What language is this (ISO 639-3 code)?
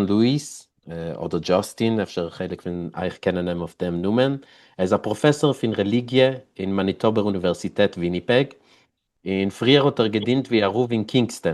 yid